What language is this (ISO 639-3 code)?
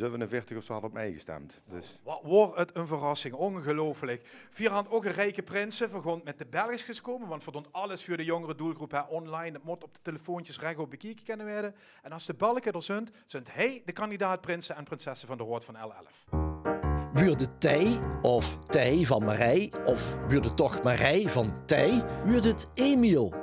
lim